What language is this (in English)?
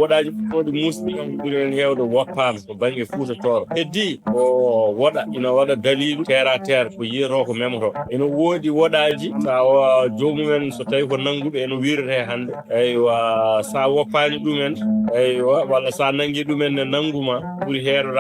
Fula